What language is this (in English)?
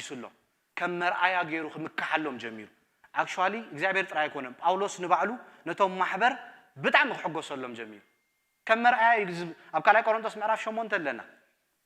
Tigrinya